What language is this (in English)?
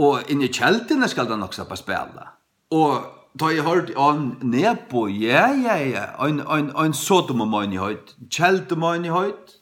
Faroese